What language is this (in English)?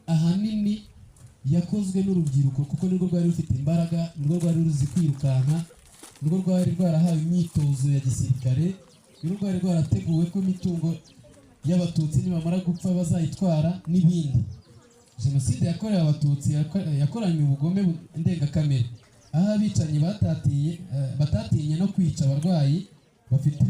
Kinyarwanda